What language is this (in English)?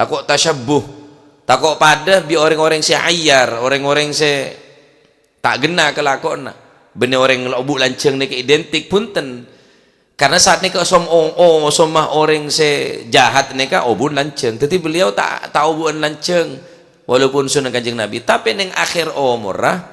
Madurese